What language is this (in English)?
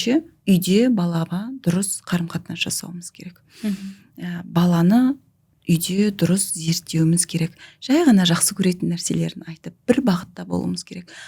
Kazakh